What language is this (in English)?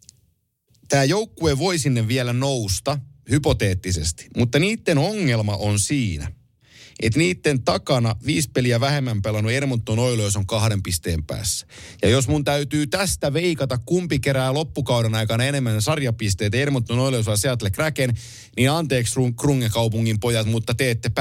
Finnish